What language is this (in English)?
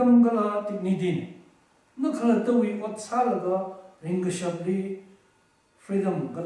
Tangkhul Naga (India)